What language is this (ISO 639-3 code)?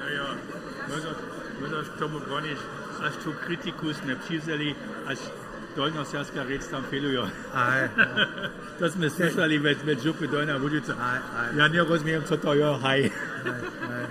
hsb